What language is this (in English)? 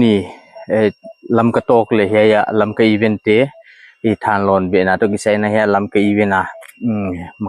Paite Chin